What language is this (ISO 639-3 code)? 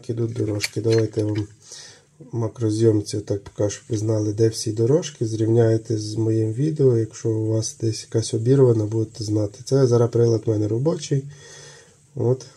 ukr